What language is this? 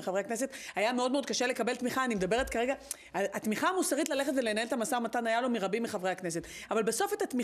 Hebrew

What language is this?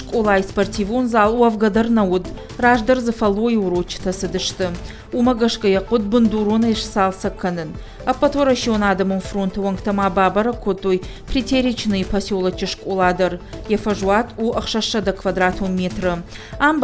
Ossetic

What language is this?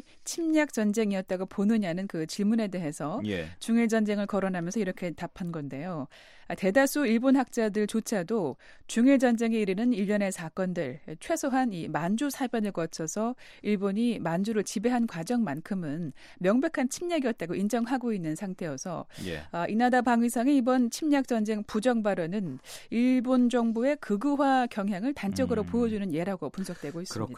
Korean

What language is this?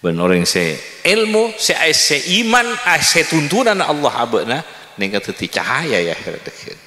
Madurese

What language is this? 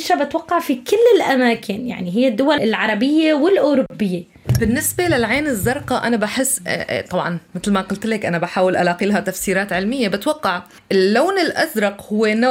North Levantine Arabic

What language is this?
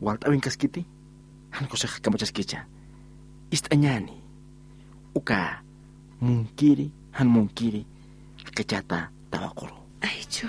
Aymara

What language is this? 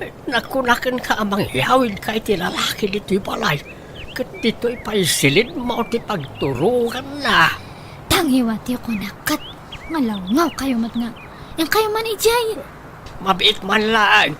Iloko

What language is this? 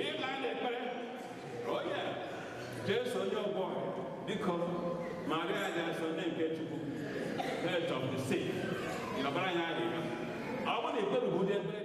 Igbo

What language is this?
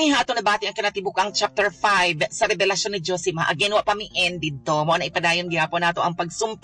Cebuano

